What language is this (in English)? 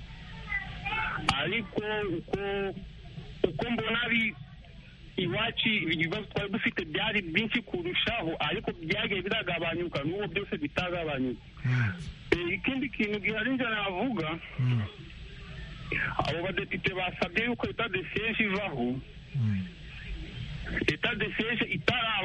Kinyarwanda